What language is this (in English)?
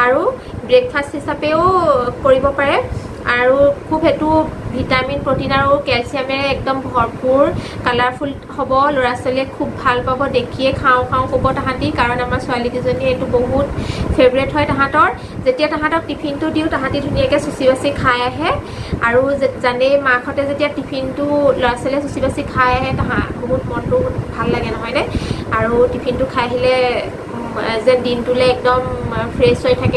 Assamese